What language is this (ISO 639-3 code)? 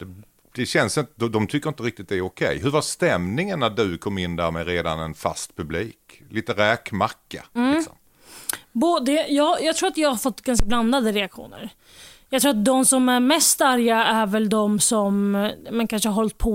swe